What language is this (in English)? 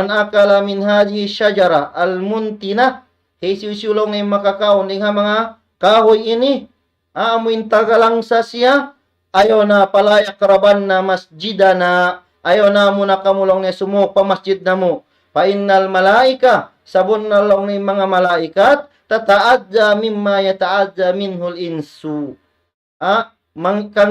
Tausug